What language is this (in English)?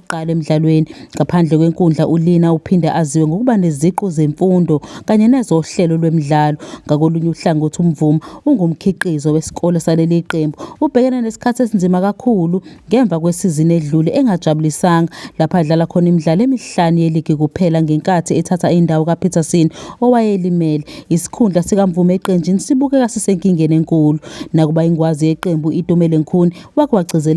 Zulu